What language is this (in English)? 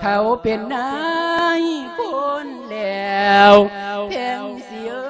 Lao